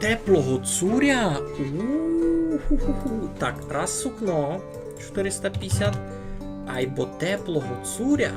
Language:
Rusyn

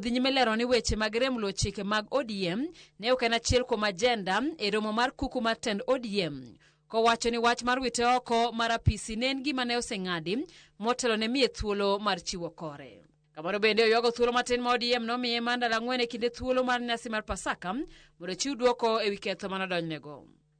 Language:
Luo (Kenya and Tanzania)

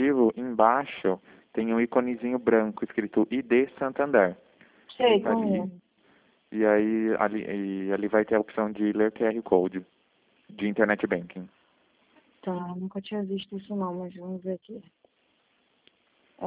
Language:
Portuguese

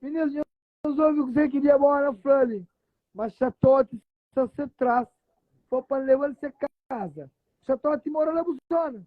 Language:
Kabuverdianu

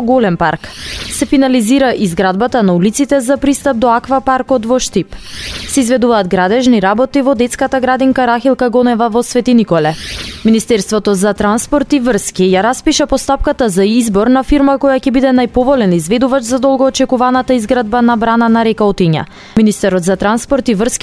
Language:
Macedonian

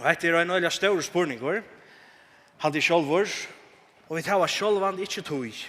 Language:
Faroese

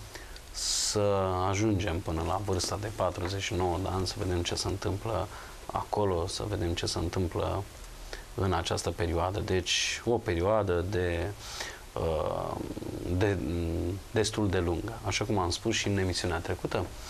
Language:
Romanian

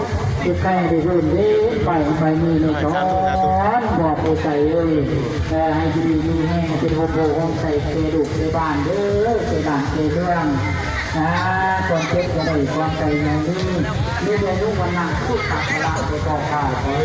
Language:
Lao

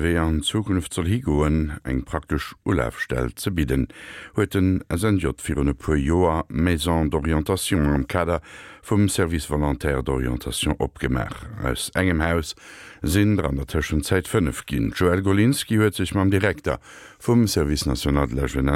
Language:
Luxembourgish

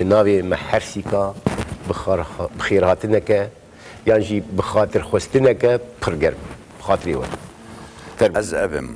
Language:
Kurdish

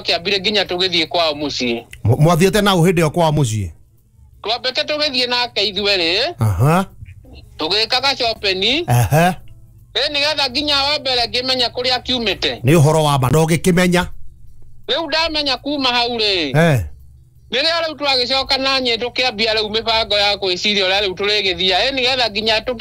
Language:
Kikuyu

